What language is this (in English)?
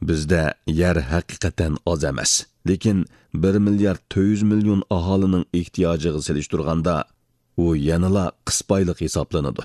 Uyghur